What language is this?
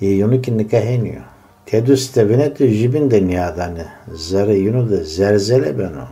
Zaza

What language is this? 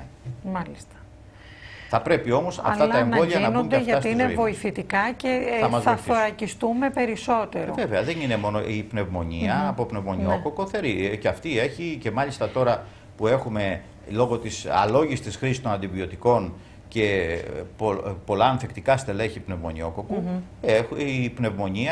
Greek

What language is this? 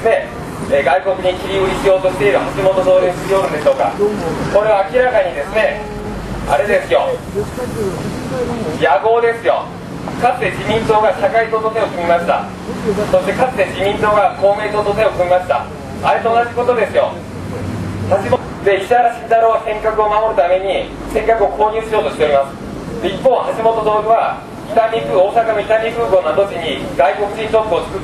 Japanese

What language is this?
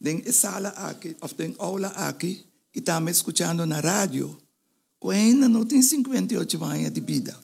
Papiamento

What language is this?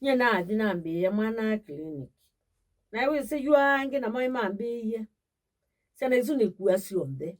Kamba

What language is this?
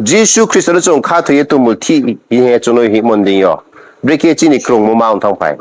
Riang (India)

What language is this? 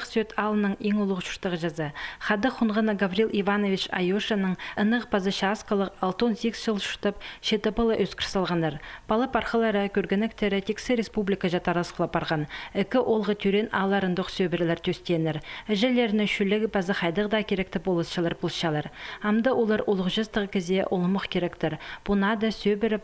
Khakas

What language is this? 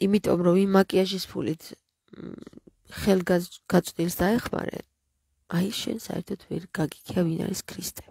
Georgian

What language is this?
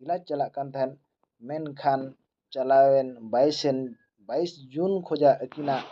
Santali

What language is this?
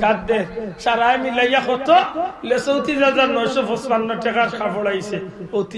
Sylheti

